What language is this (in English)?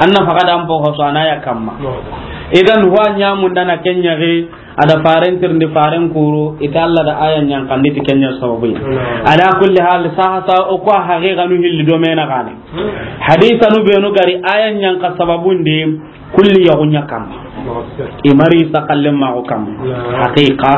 Soninke